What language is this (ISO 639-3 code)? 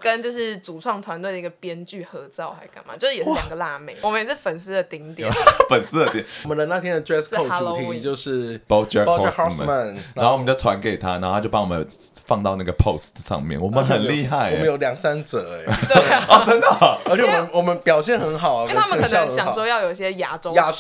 zho